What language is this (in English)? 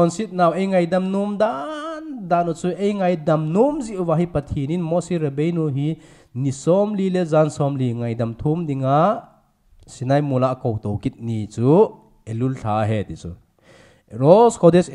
Thado Chin